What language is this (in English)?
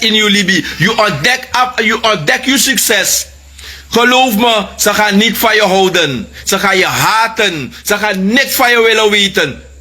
Sranan Tongo